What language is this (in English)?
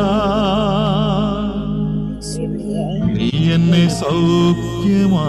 Malayalam